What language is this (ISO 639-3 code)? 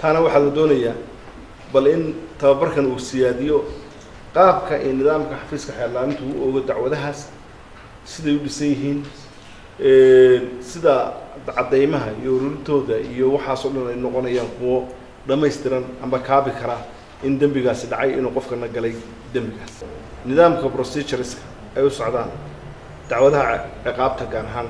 som